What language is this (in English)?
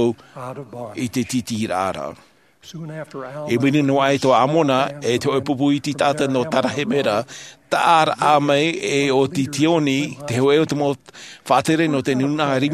Tahitian